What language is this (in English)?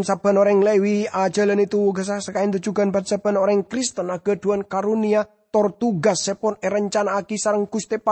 Madurese